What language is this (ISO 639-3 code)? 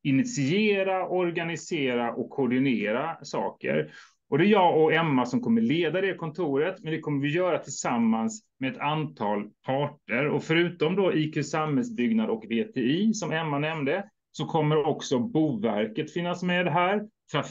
swe